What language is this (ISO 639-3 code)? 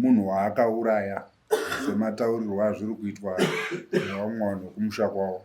sna